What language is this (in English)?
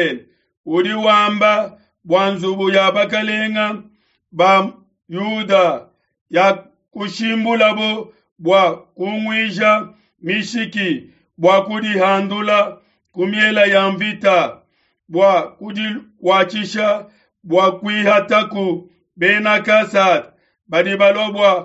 Luba-Lulua